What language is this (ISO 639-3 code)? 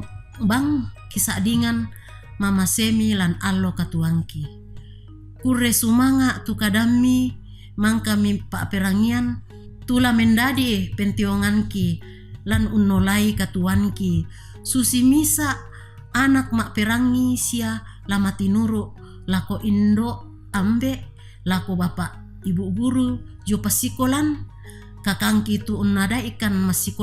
sda